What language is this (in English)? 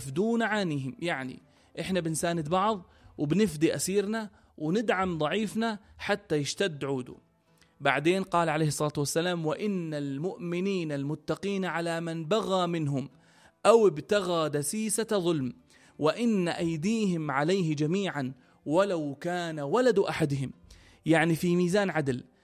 North Levantine Arabic